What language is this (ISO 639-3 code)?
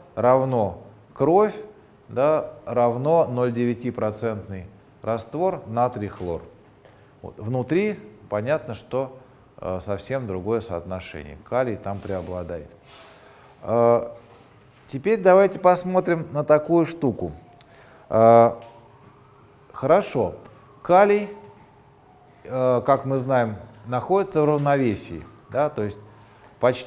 rus